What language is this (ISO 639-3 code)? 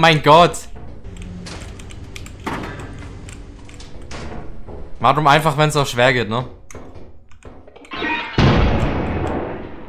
deu